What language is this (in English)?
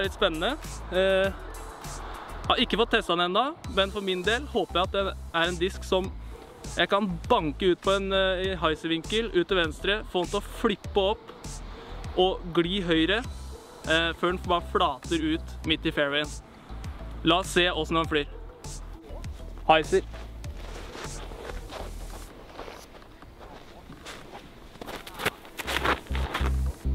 Norwegian